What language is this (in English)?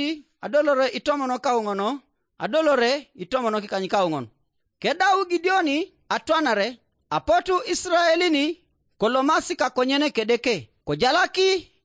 Teso